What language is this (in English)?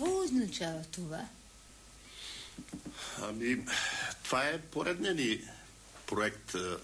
Bulgarian